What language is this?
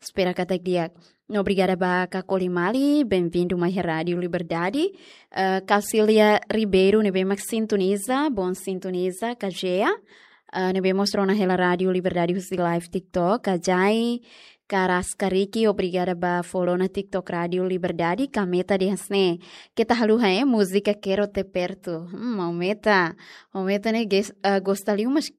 Tetum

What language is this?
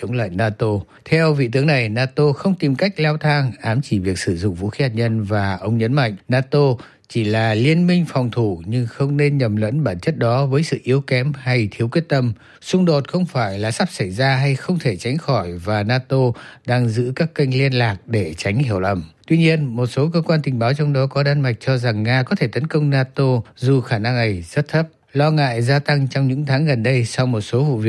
Vietnamese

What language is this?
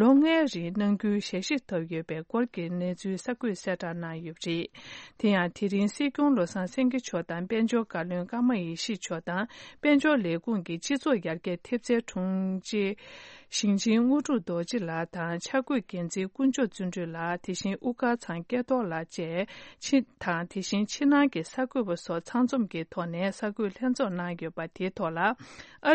Tibetan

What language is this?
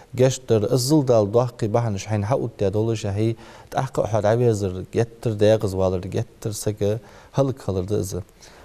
Ingush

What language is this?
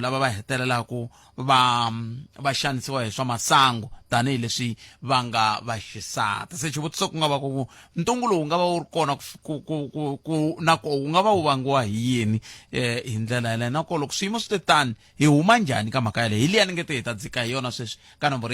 Tsonga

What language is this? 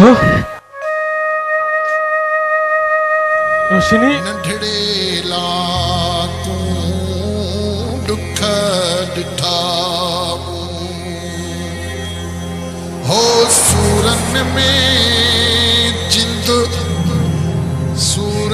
Sindhi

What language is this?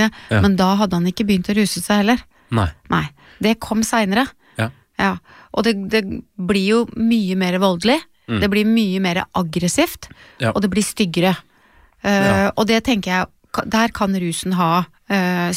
Norwegian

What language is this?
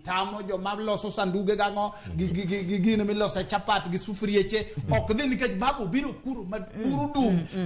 Luo (Kenya and Tanzania)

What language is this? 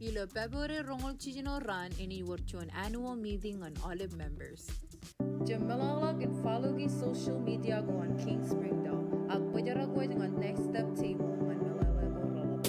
Marshallese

